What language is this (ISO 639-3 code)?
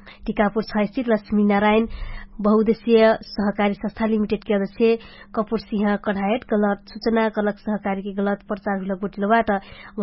thl